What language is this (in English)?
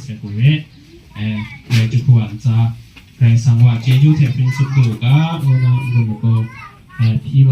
Kachin